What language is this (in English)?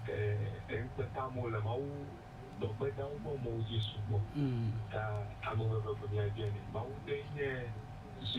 Ewe